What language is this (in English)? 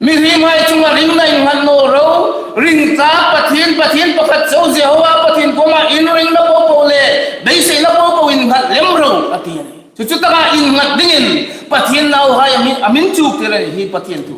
Hmar